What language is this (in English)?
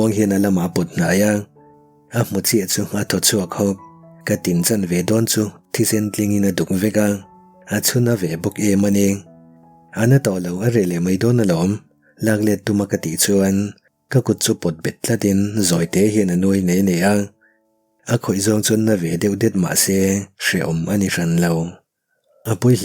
Mizo